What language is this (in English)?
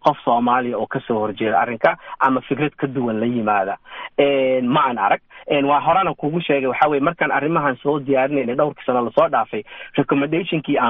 Somali